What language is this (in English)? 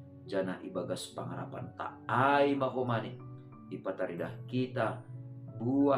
Batak Simalungun